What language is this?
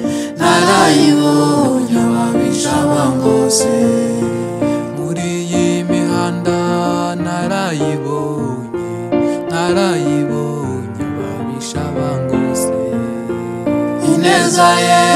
Kinyarwanda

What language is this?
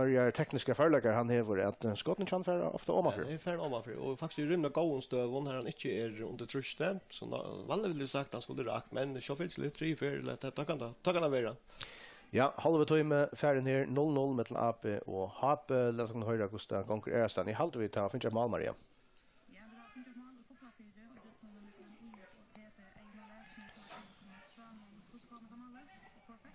Faroese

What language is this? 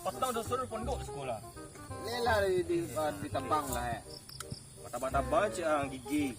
Minangkabau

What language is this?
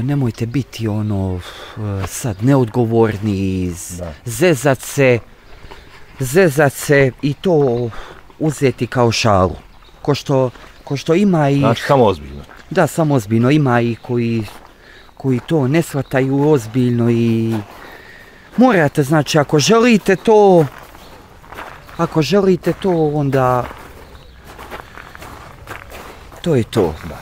Bosnian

